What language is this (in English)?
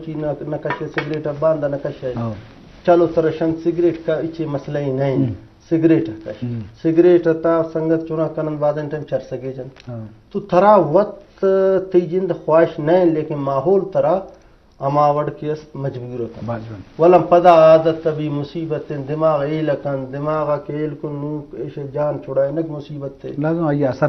Eastern Balochi